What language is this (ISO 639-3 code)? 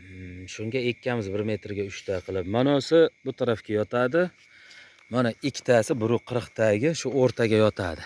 uzb